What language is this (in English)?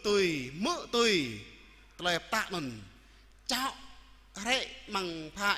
Jarai